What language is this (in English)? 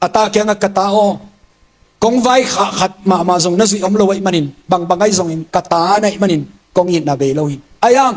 Tedim Chin